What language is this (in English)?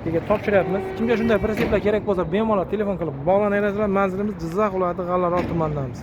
Uzbek